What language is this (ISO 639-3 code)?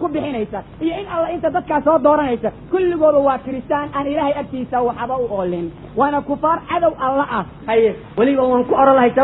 som